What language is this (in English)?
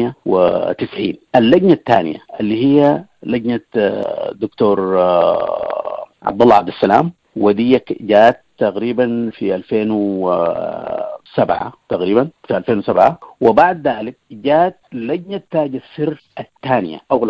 Sudanese Arabic